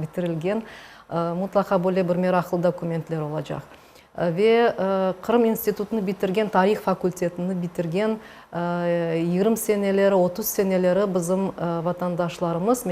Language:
Crimean Tatar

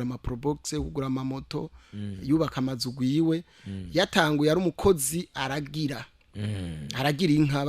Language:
Rundi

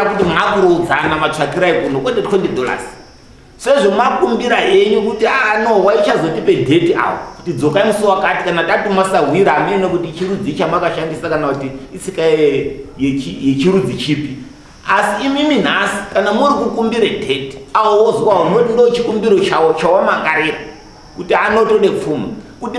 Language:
Shona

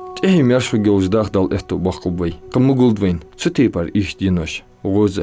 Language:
Ingush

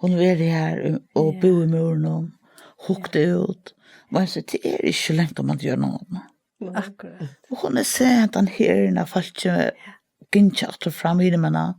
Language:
Faroese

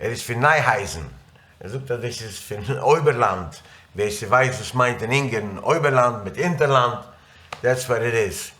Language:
Yiddish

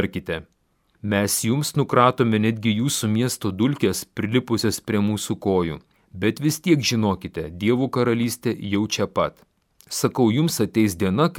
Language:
Lithuanian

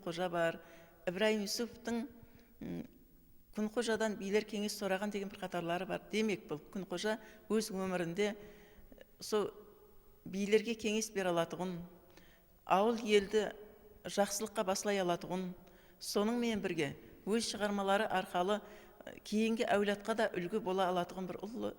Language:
Kara-Kalpak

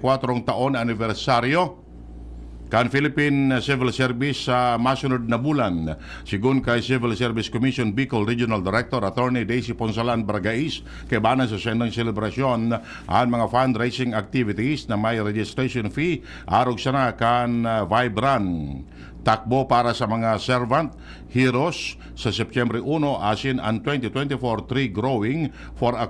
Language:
Bikol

